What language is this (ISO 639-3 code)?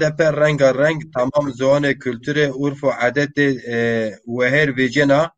zza